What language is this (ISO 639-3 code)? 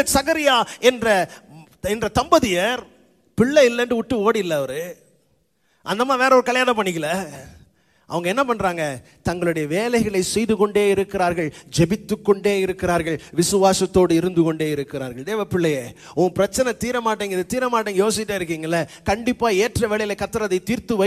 tam